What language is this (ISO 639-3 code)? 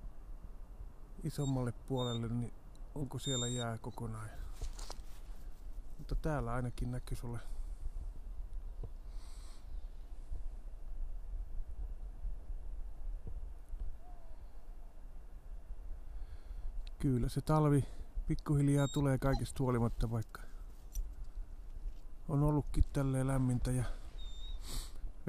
fin